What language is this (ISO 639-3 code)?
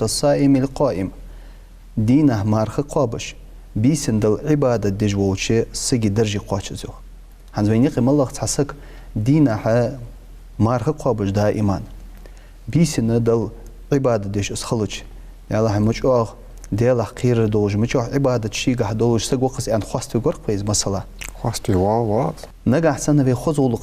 inh